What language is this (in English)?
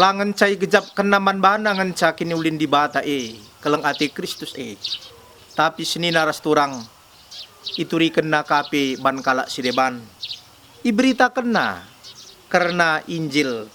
Batak Karo